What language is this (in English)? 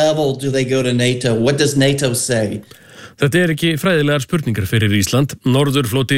Icelandic